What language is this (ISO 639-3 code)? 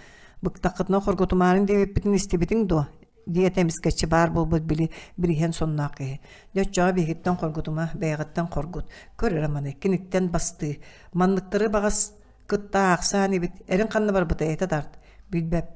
sah